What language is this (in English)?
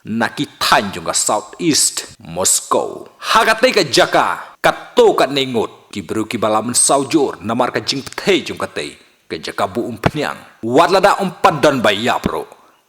Khasi